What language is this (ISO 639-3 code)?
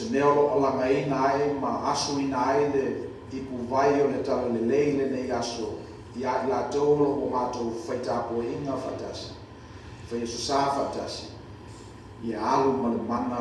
smo